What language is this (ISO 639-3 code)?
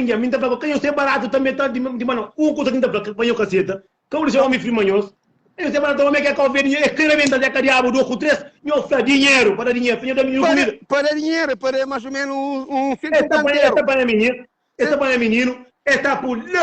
kea